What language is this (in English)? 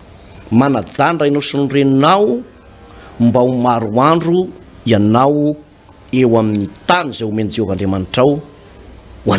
Malagasy